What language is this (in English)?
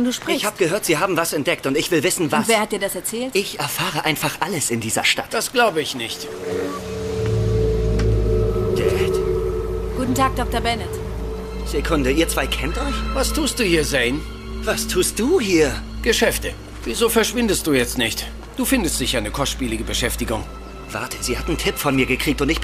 German